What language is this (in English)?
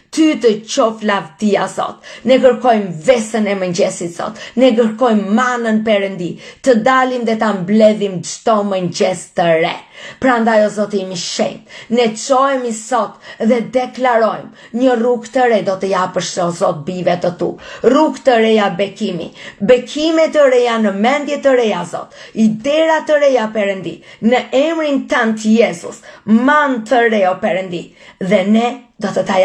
Albanian